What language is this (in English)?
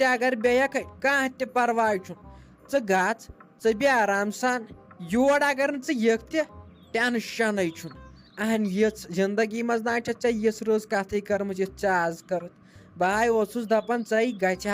Kashmiri